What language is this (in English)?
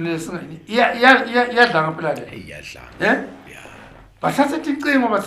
Zulu